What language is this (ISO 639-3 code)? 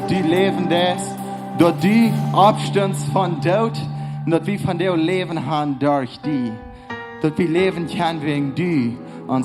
pdt